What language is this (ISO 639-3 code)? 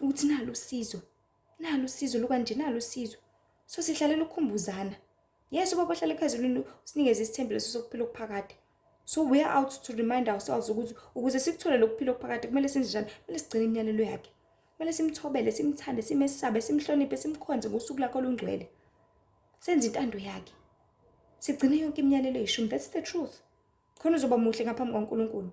zul